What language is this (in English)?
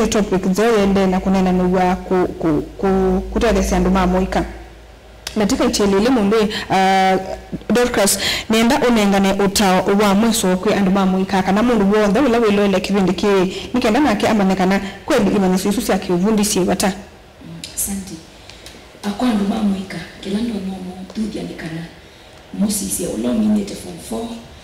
Kamba